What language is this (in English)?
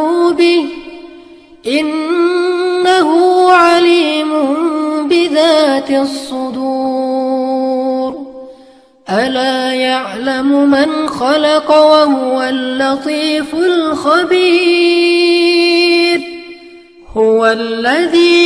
Arabic